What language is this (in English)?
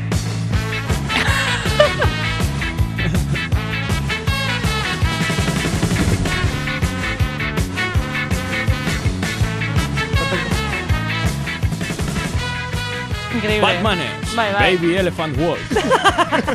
Basque